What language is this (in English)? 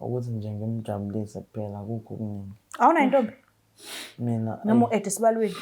Zulu